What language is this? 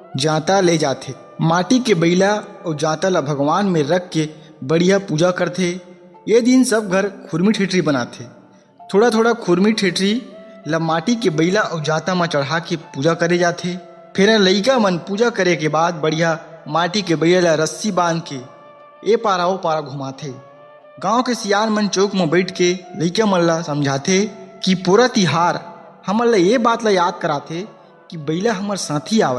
Chhattisgarhi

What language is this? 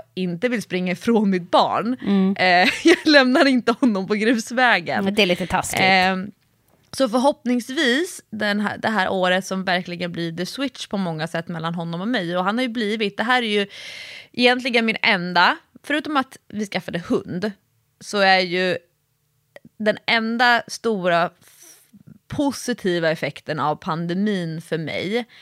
Swedish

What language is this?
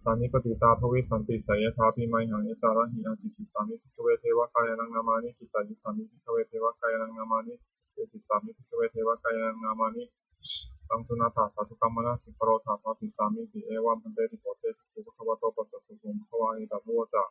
Pali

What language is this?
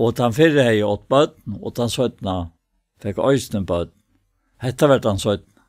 Faroese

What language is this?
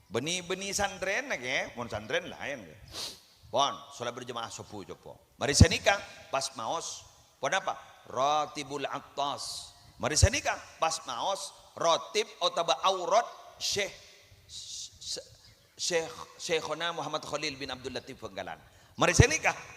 Madurese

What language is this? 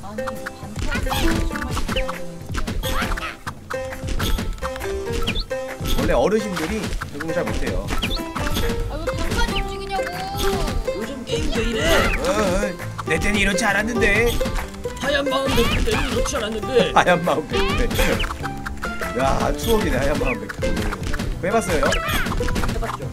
Korean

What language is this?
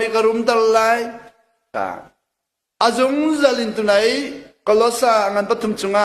Hakha Chin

